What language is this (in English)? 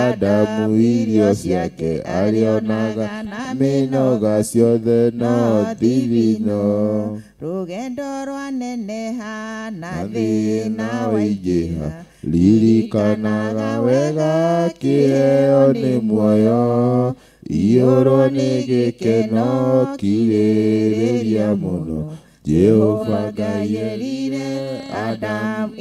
Kikuyu